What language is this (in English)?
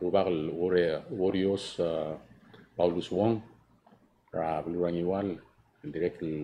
Palauan